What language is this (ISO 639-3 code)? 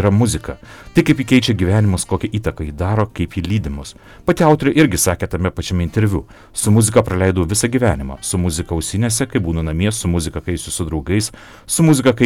lit